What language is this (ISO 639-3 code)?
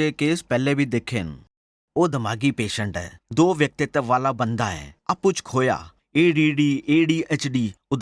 doi